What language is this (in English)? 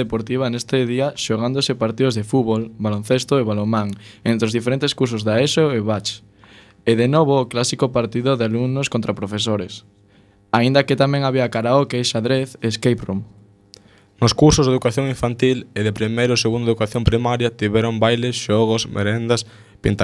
Galician